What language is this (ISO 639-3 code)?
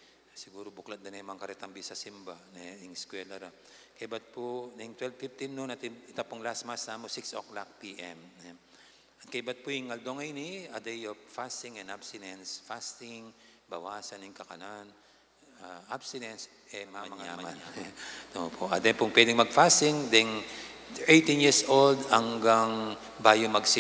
pam